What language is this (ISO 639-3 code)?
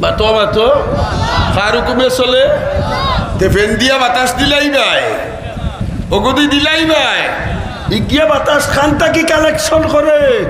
syl